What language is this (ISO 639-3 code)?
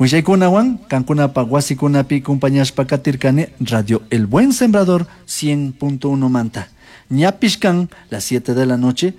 qug